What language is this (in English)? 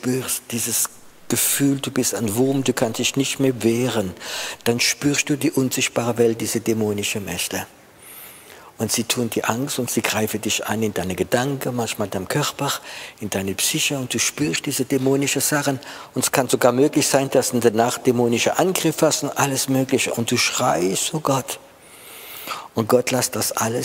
German